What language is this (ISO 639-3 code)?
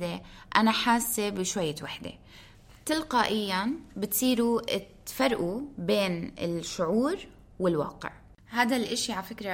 apc